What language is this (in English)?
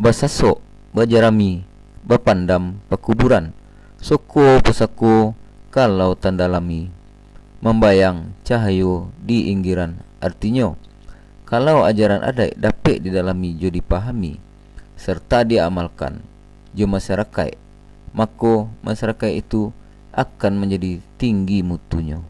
Minangkabau